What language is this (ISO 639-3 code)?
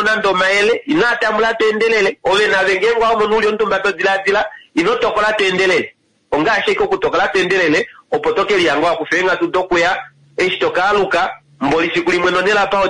kua